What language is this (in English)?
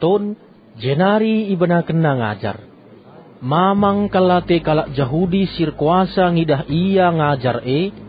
Batak Karo